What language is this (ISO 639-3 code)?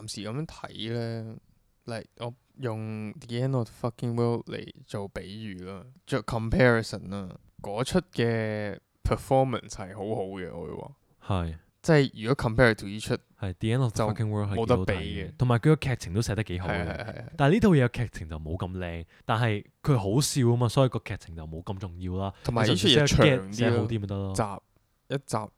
yue